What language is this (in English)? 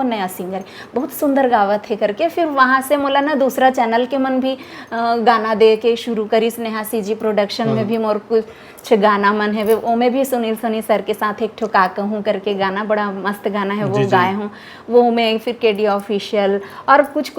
Chhattisgarhi